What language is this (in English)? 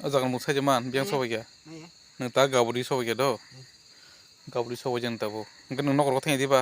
Kok Borok